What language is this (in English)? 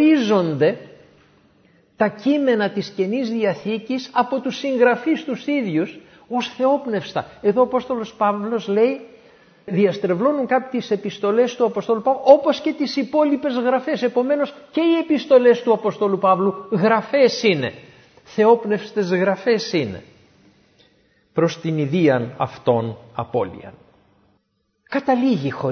Greek